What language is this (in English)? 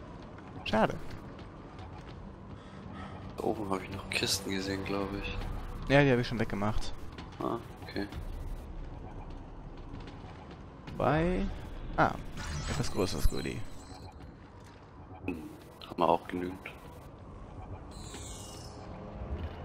German